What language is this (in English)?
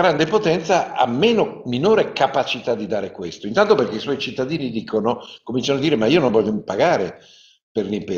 Italian